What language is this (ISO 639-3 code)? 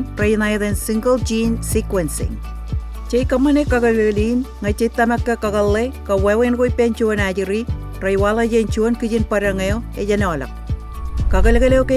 mah